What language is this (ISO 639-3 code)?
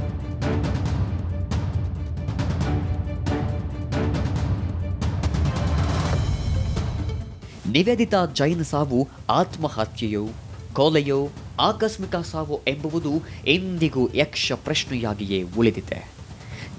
kan